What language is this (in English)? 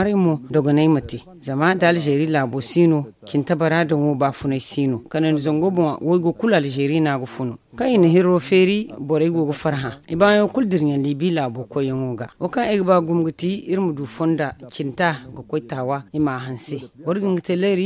Zarma